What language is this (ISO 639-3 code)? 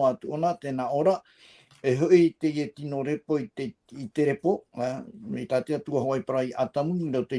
tah